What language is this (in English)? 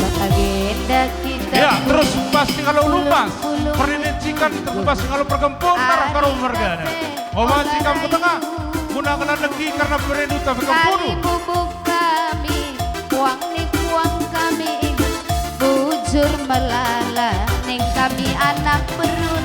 Batak Karo